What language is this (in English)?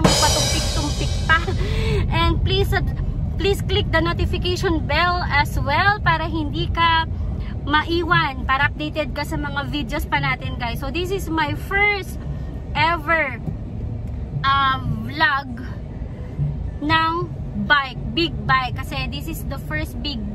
Filipino